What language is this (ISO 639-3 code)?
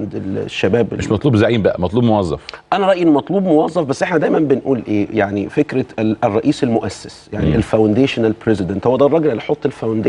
arz